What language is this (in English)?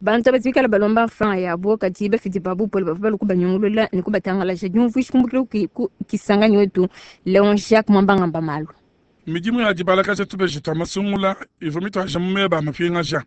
Luba-Lulua